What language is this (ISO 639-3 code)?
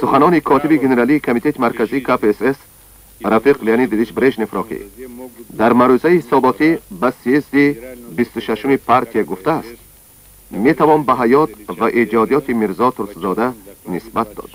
tgk